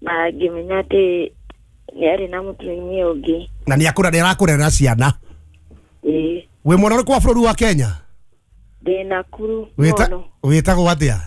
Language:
Kikuyu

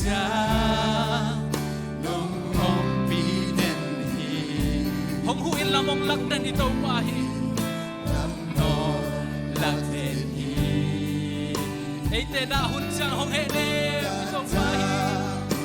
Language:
Tedim Chin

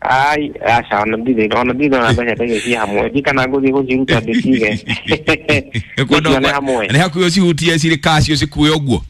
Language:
Kikuyu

